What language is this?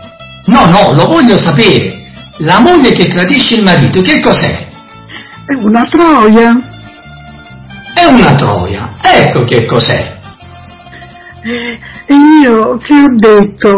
Italian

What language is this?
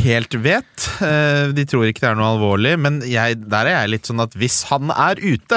Norwegian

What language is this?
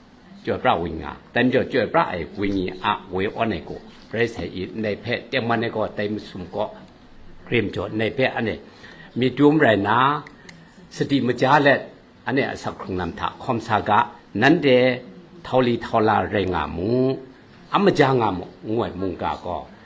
Kachin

